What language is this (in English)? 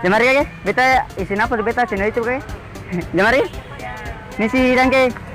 Ambonese Malay